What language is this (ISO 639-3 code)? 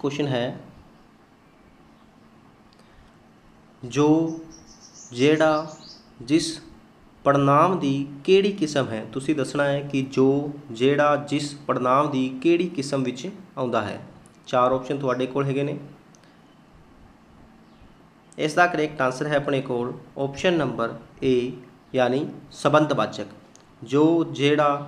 pan